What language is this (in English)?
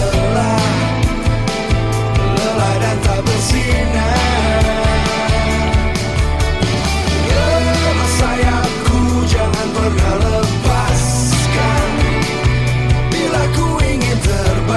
Indonesian